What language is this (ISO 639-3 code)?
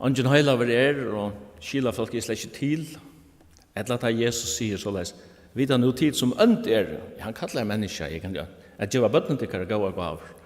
fao